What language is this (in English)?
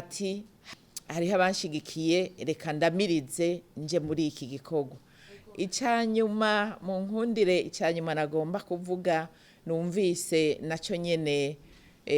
Rundi